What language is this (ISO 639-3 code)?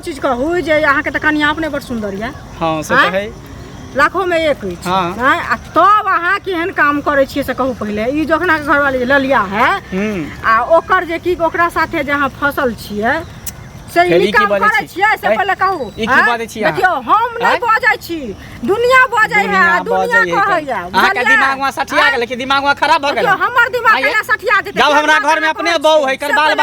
mai